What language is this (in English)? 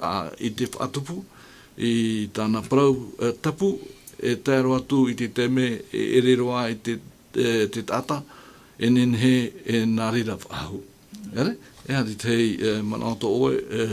Tahitian